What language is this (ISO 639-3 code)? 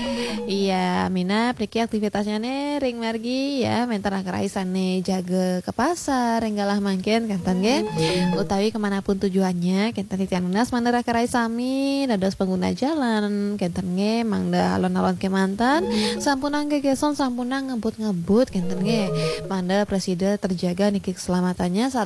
ban